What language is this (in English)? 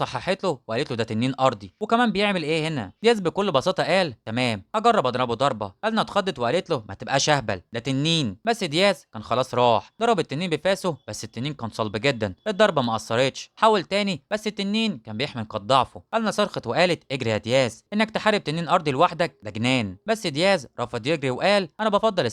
Egyptian Arabic